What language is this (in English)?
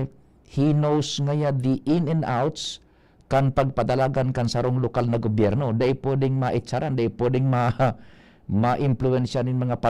Bikol